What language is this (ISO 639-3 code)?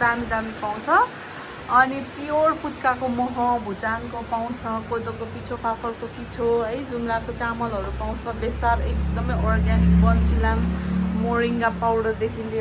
nep